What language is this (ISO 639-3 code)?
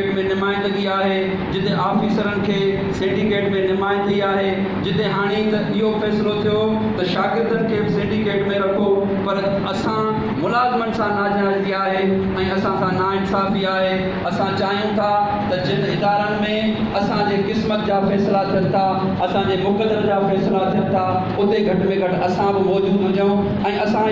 snd